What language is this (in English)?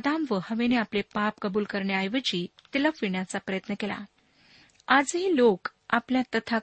Marathi